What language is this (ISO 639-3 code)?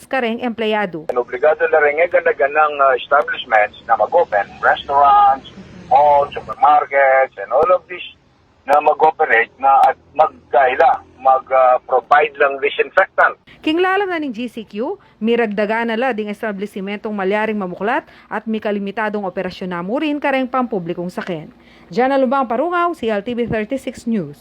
pam